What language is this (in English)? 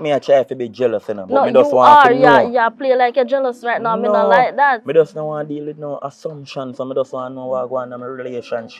Jamaican Creole English